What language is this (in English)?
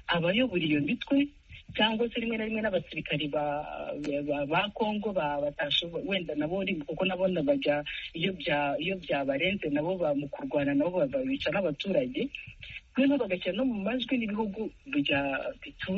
Kinyarwanda